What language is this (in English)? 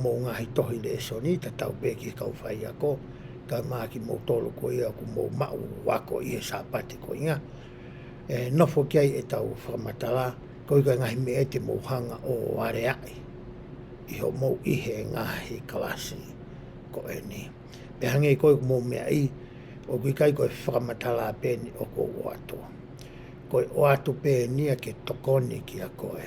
Tongan